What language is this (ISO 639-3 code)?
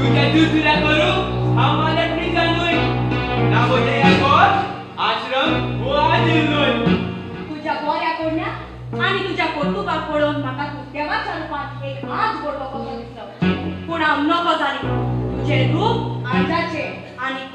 kok